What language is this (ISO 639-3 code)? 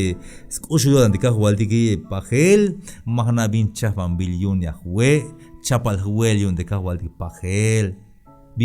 tzh